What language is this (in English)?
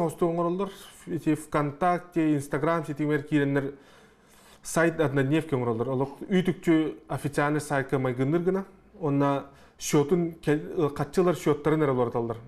Yakut